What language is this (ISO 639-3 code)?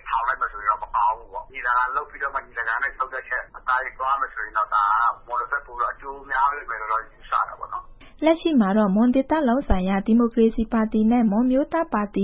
mya